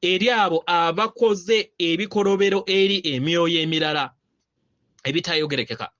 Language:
Ganda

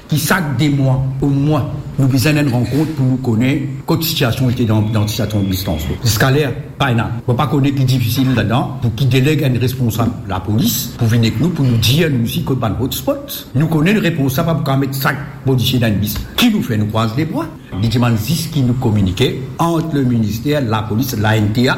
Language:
Morisyen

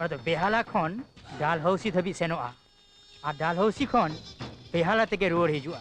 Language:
Santali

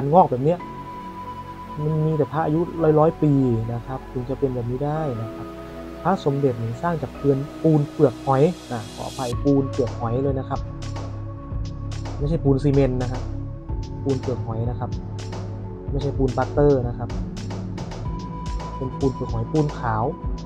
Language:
Thai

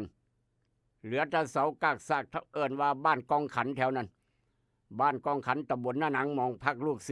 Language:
Northeastern Thai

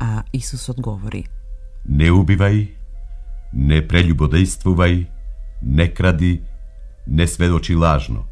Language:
Macedonian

